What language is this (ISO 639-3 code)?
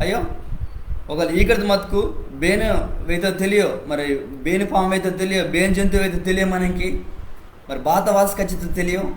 kff